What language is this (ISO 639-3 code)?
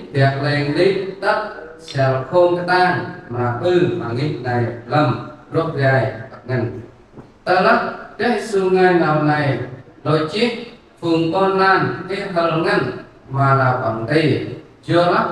cmo